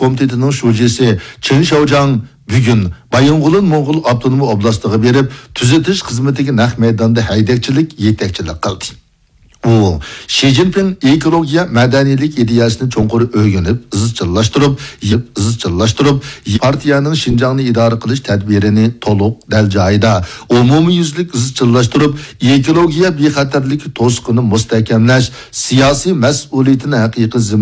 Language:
Uyghur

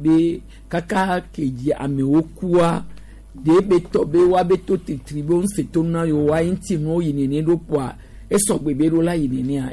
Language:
Gen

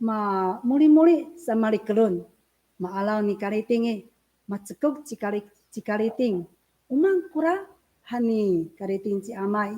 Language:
Amis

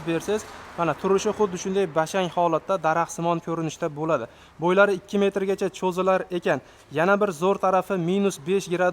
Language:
Uzbek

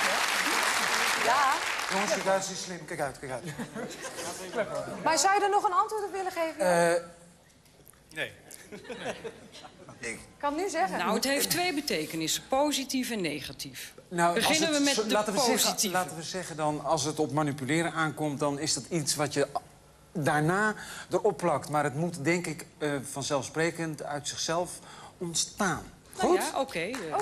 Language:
Dutch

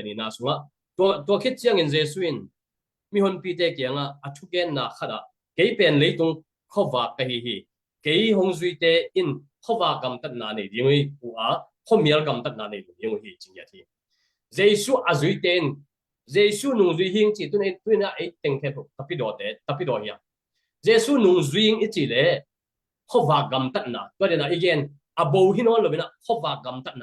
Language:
Tedim Chin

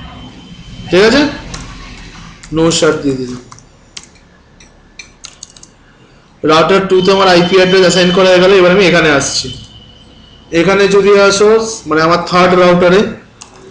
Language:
Bangla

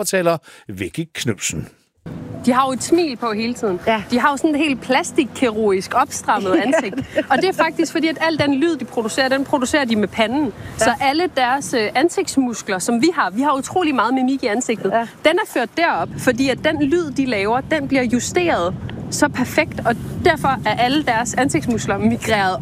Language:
Danish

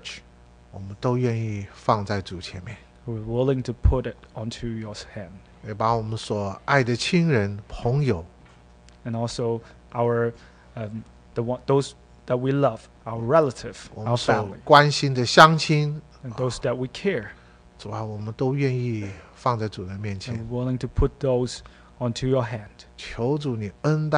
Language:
Chinese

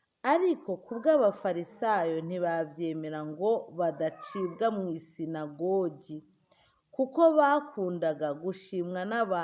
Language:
Kinyarwanda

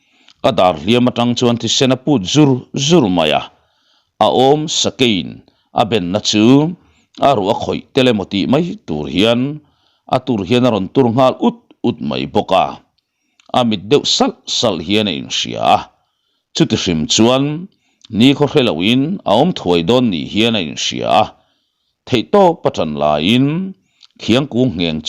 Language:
Mizo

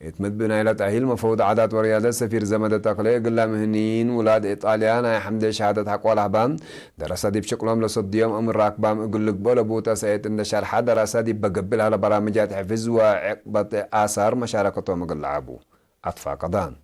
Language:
Tigre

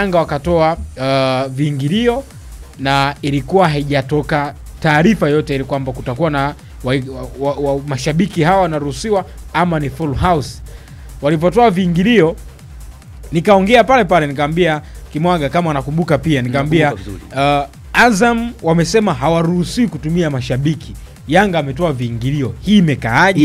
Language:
Swahili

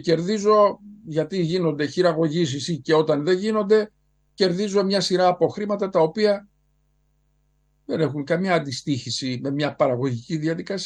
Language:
Greek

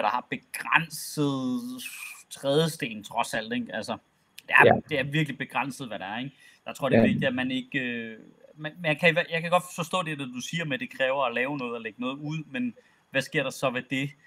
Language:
Danish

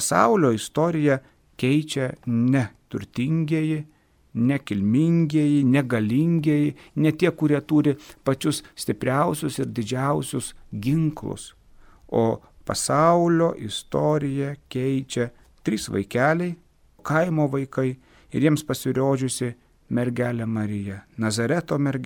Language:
Lithuanian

